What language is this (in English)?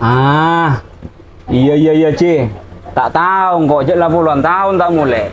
Madurese